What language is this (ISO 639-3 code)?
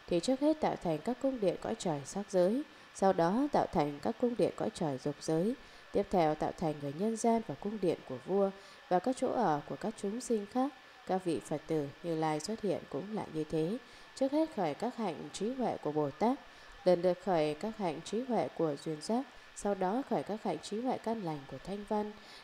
vie